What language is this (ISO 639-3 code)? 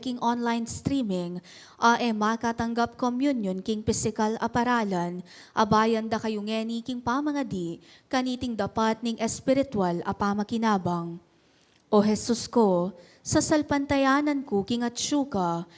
pam